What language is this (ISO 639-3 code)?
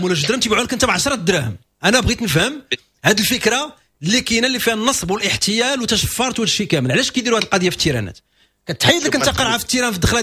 ary